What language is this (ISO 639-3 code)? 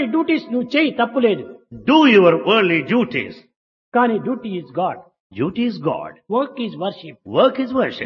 tel